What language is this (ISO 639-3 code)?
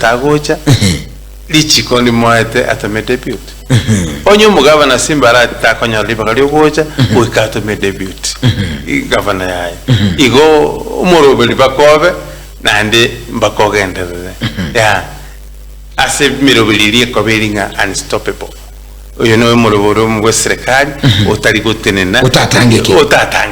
guz